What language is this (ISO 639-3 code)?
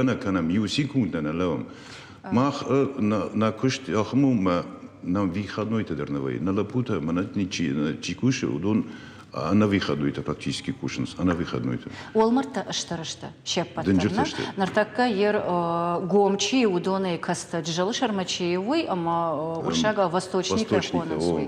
oss